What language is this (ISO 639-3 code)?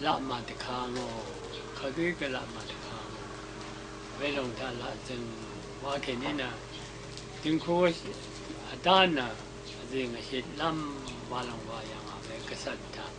raw